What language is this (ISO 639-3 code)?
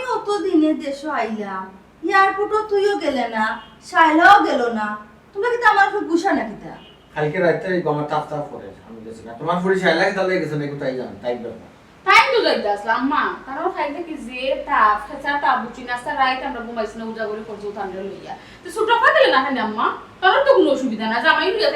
syl